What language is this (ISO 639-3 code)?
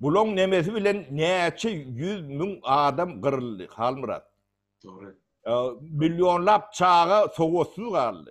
tuk